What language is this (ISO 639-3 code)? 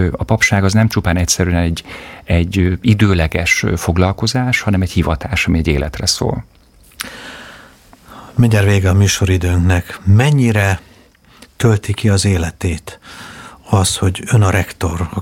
hun